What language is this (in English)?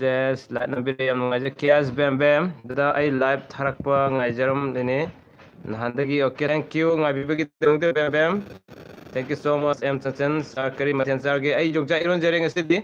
Manipuri